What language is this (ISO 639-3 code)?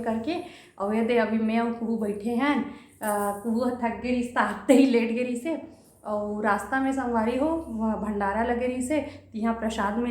hne